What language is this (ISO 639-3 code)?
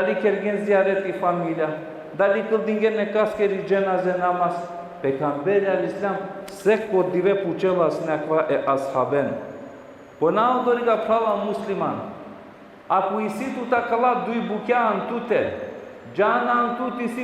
rmn